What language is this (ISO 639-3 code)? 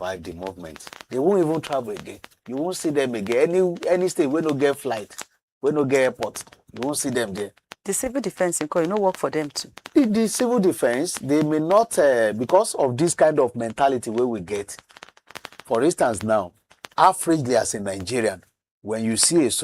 pcm